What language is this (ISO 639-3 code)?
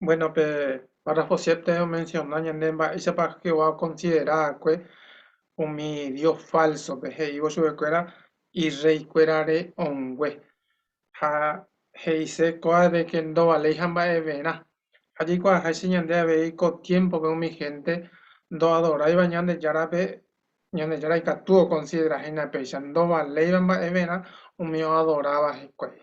grn